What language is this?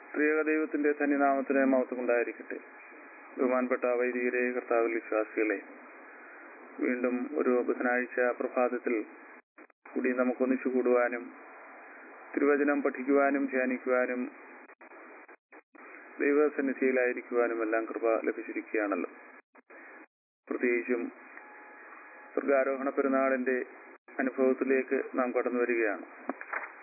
Malayalam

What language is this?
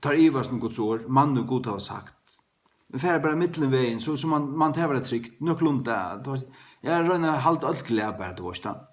Faroese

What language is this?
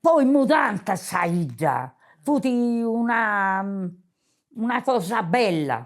Sardinian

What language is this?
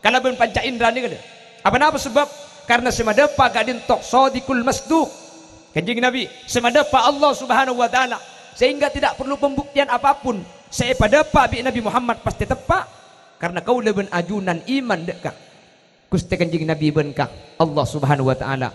Madurese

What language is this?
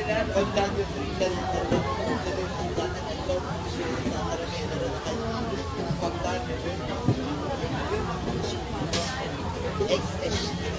Turkish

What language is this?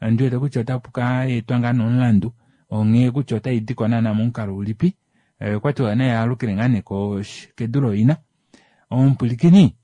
Kuanyama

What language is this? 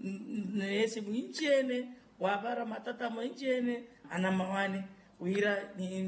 Makhuwa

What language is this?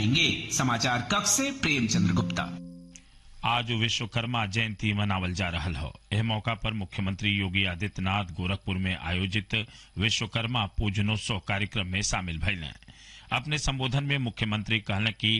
Bhojpuri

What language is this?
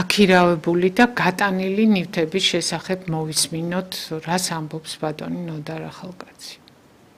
Georgian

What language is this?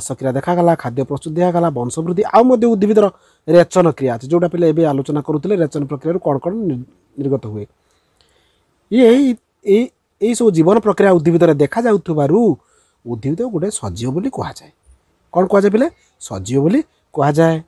Odia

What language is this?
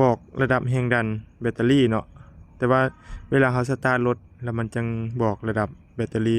Lao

